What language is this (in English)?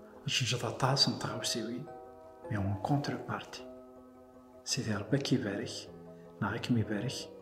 Kabyle